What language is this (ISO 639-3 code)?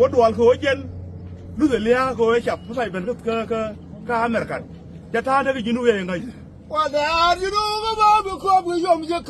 nus